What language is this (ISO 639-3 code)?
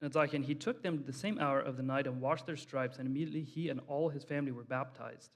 pdt